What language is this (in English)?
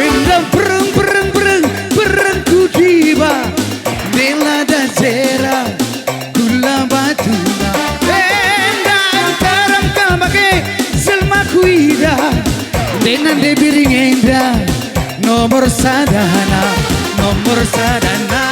Batak Karo